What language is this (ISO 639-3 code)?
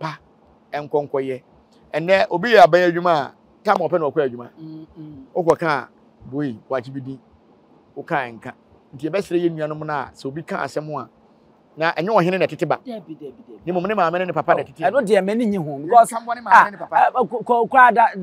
aka